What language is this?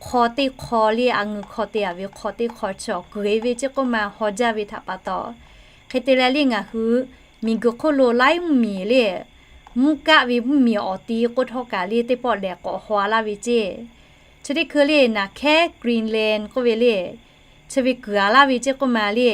Lahu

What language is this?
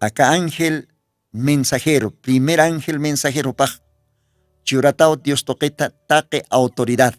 Aymara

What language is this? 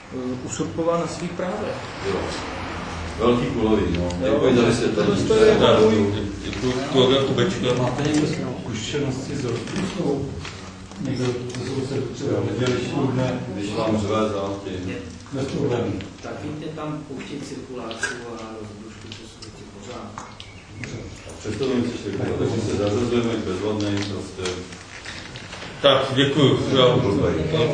Czech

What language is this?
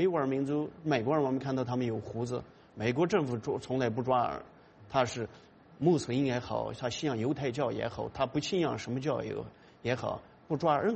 Chinese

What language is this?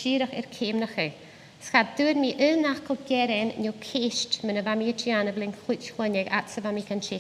Scottish Gaelic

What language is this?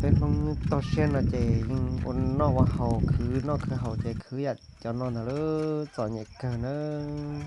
Hmong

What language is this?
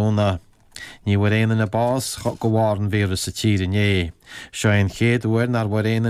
Irish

